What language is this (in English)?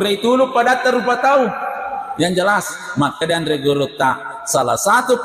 Buginese